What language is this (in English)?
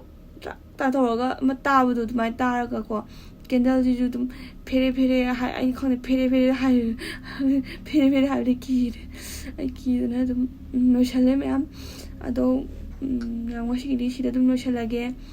Manipuri